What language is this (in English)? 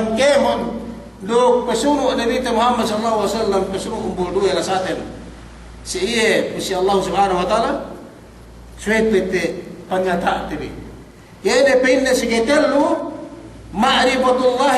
Yakan